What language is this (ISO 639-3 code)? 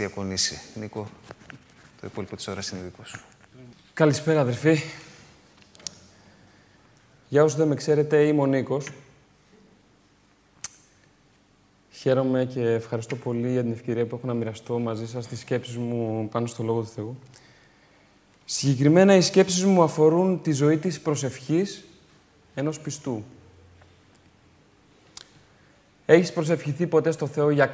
ell